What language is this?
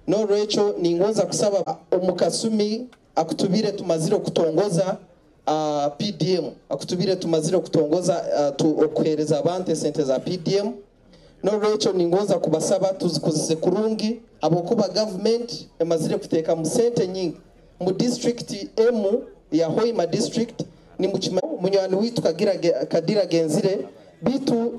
Nyoro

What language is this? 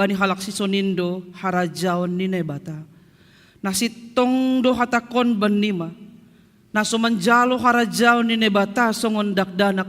Batak Simalungun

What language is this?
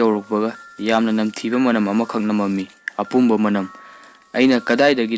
Manipuri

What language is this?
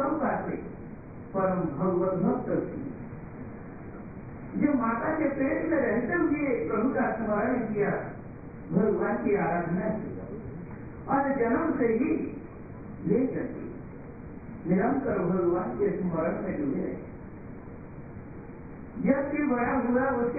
Hindi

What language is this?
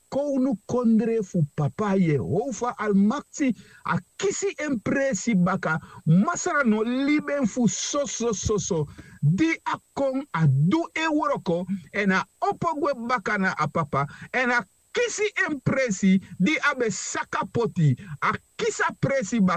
Sranan Tongo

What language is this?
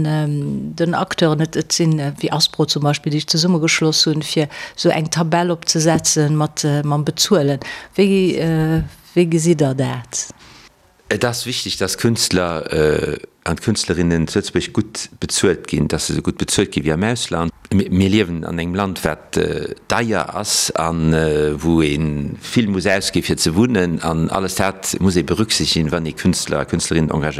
Luxembourgish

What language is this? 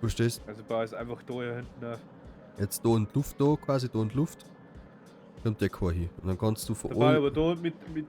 Bavarian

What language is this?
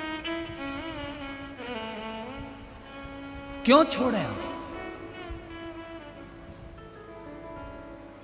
Hindi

